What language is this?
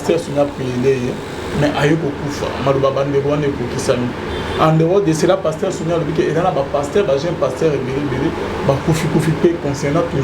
Lingala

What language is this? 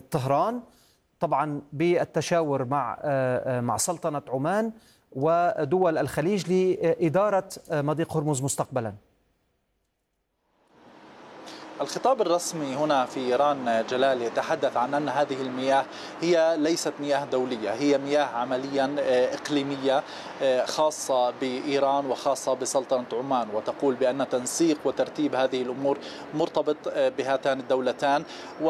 Arabic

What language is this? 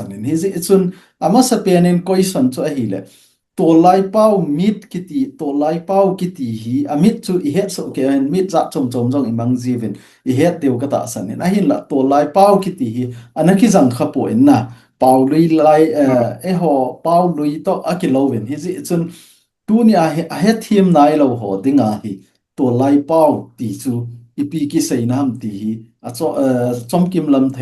Thado Chin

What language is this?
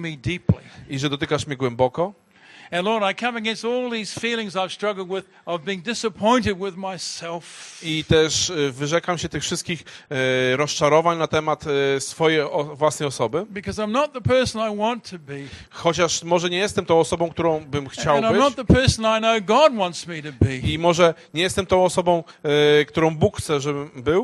Polish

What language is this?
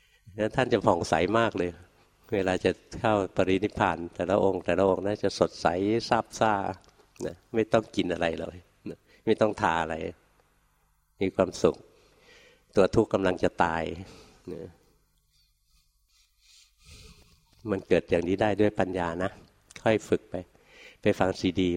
Thai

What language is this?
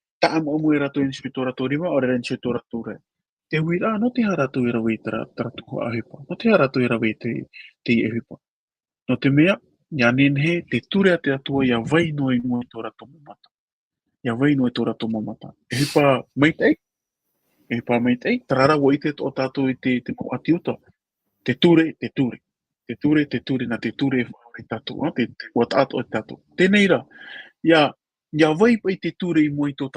Tahitian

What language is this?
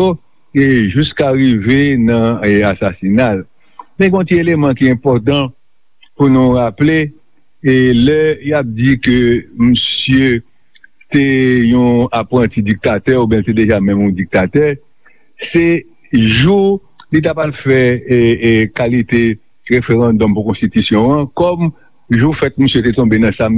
Haitian Creole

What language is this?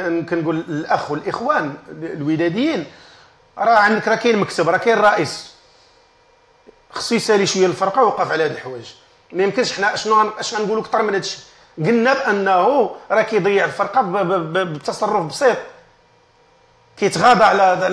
Moroccan Arabic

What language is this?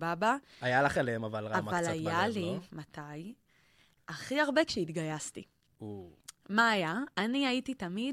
Hebrew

